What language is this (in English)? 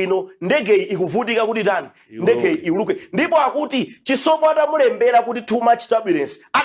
Nyanja